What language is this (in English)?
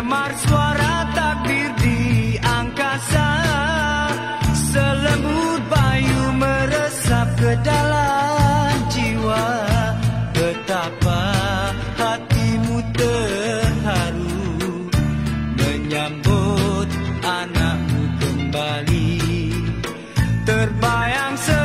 Malay